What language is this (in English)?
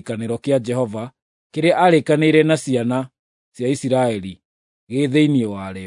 Kikuyu